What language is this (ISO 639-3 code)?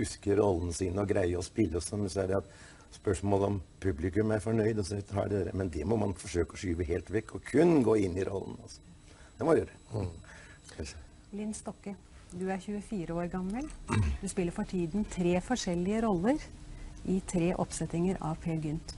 nor